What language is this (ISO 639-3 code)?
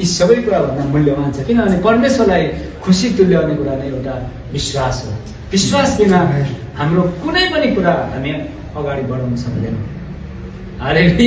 nep